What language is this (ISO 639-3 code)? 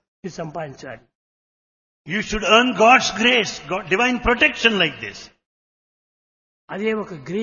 tel